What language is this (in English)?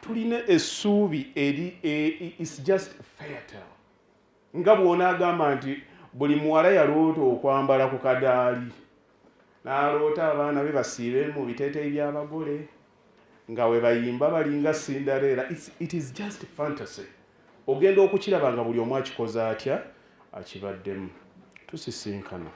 Ganda